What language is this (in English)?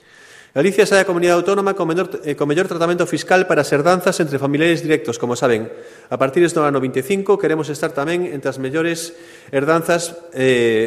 Galician